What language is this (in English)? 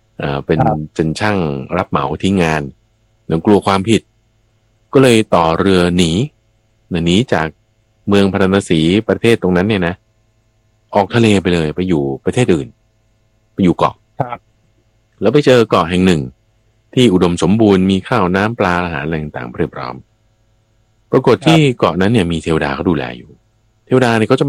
Thai